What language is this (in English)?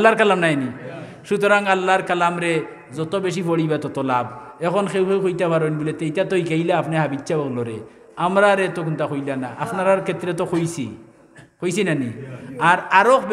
Sylheti